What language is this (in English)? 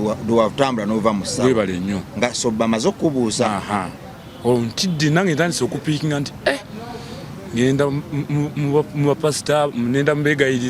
Ganda